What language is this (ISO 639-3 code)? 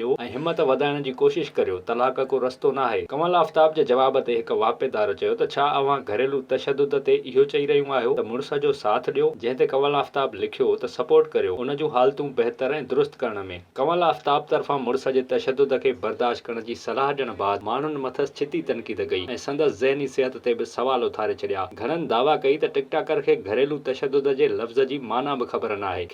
snd